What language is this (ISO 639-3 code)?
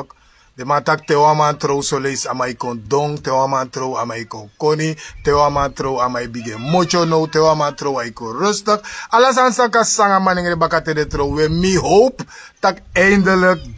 srn